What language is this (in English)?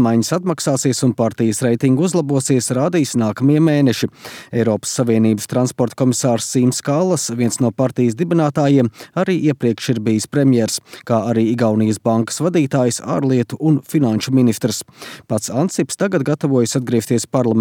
Latvian